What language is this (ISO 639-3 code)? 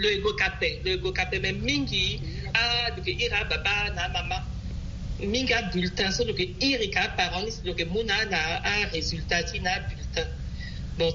sag